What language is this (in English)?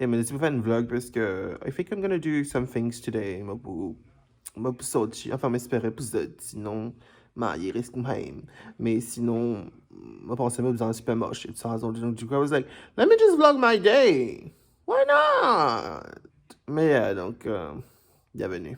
Morisyen